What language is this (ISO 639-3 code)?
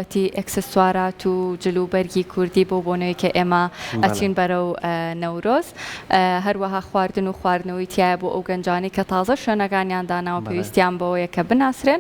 ckb